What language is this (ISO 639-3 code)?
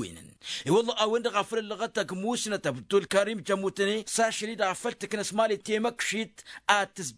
taq